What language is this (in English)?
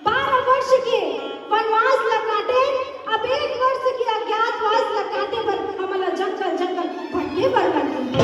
Chhattisgarhi